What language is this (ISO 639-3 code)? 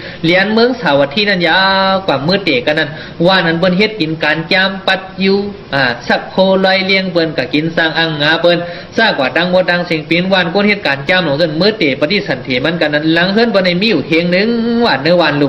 shn